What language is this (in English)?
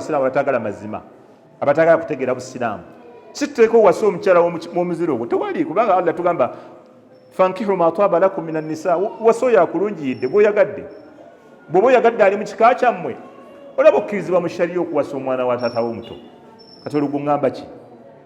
Ganda